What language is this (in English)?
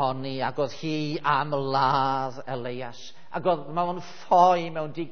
Welsh